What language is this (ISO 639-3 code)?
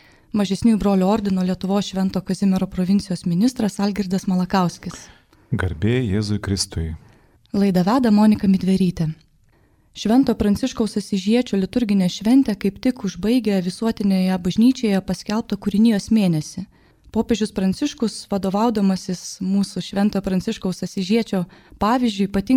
lit